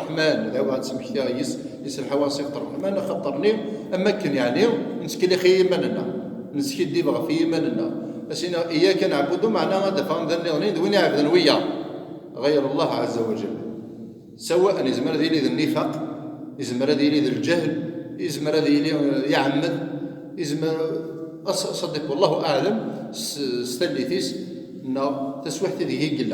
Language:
Kabyle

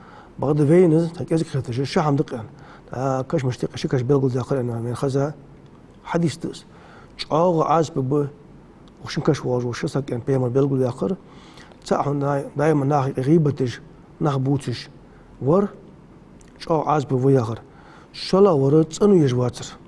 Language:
Ingush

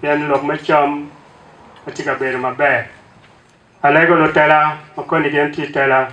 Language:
Acoli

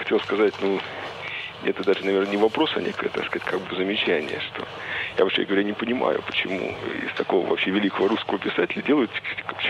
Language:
Russian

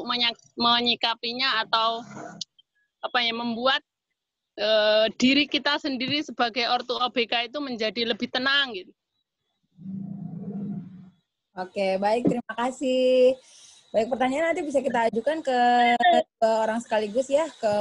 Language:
Indonesian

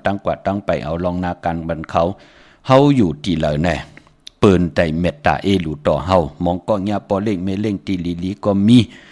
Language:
Shan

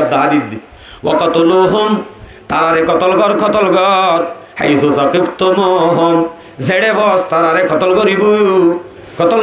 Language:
Rohingya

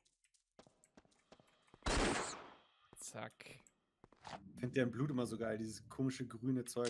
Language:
German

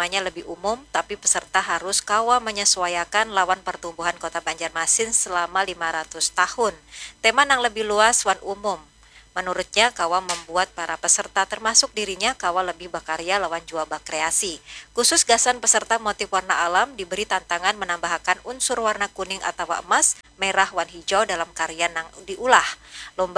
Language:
Banjar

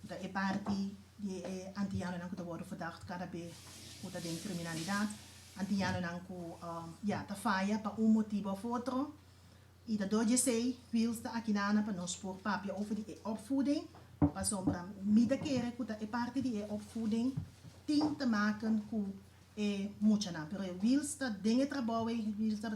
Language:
Papiamento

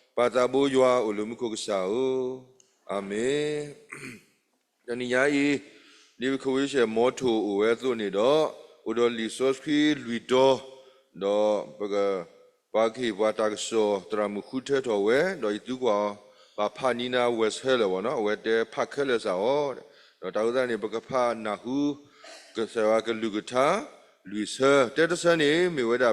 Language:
S'gaw Karen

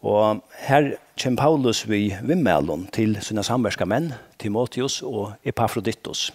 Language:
Faroese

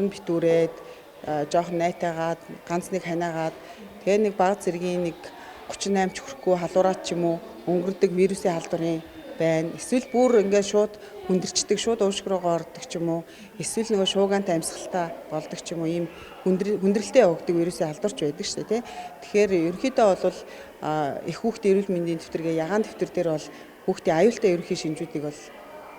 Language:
Mongolian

